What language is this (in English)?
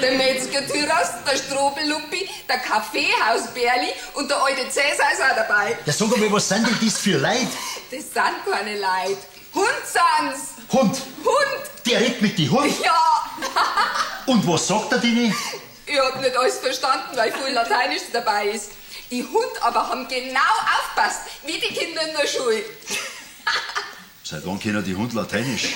Bavarian